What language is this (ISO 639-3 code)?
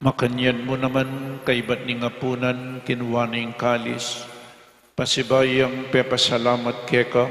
pam